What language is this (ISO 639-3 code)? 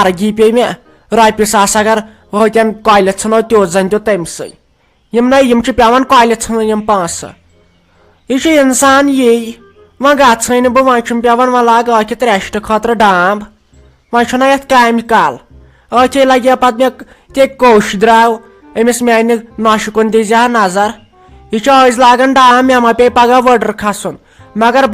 kas